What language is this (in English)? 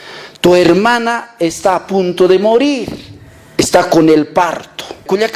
Aymara